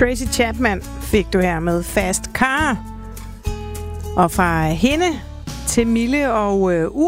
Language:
Danish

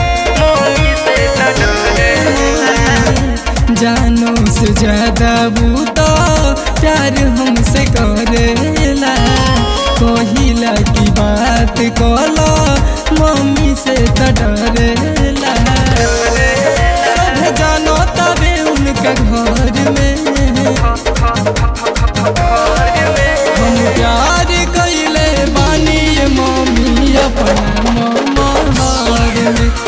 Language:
Bhojpuri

